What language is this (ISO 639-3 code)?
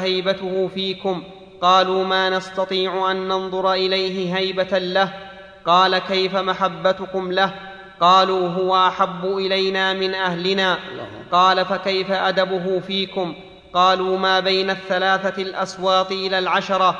ara